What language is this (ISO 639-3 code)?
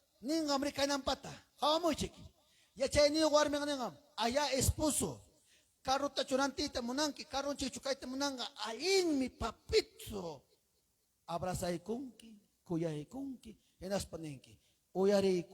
quy